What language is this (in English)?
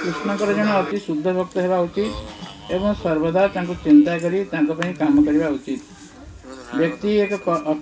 Odia